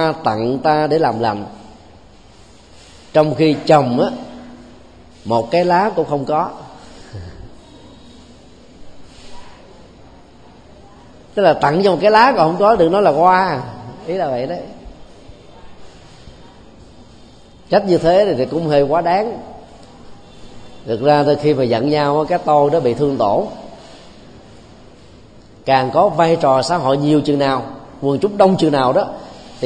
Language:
Vietnamese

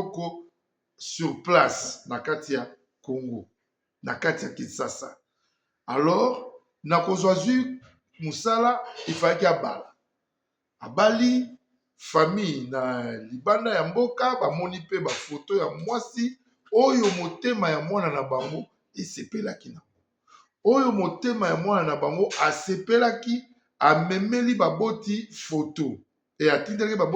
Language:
Lingala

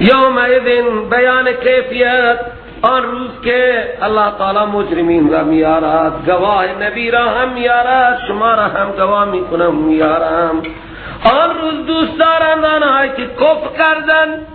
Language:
Persian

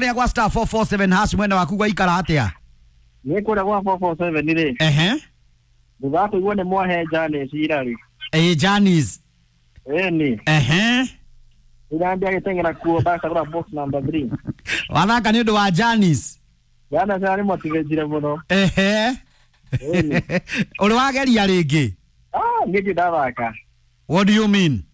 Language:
Kikuyu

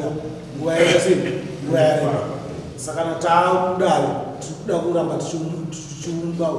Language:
Shona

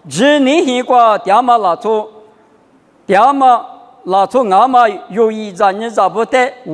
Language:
Lisu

